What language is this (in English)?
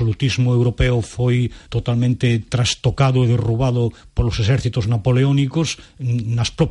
Galician